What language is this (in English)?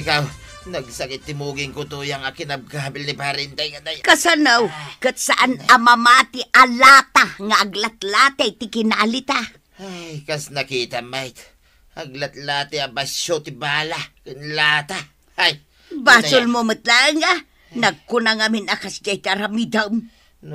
Iloko